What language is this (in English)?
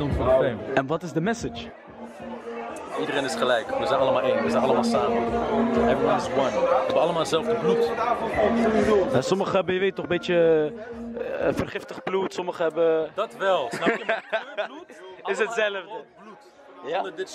Dutch